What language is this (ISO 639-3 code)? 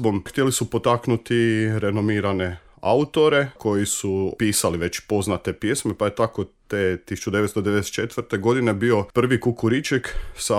hrv